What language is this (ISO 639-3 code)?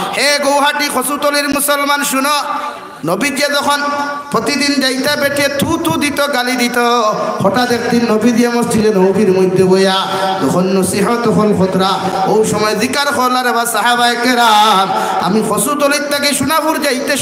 syl